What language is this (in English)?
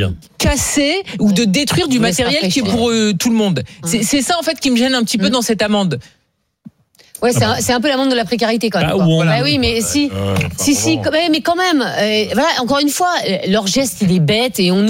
French